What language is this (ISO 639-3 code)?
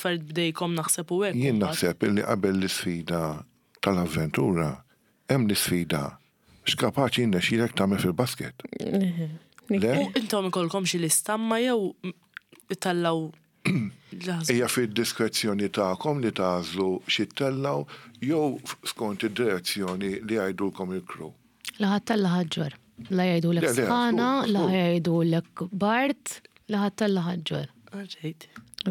mlt